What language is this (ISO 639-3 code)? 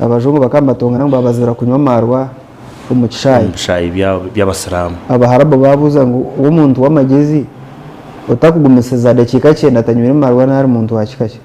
nyn